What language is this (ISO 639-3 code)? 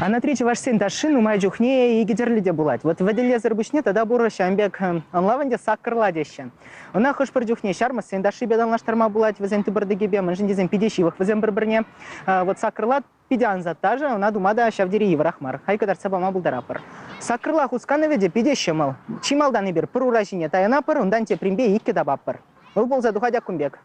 chv